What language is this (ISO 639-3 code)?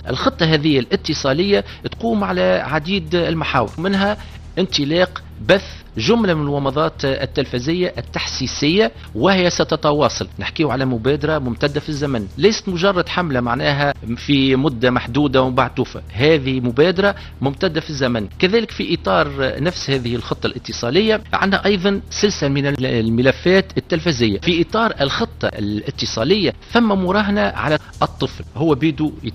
aeb